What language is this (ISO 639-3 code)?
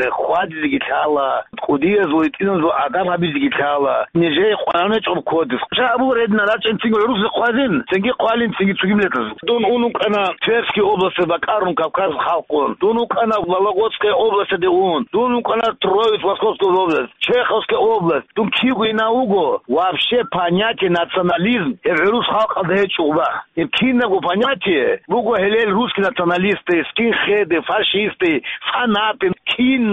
ava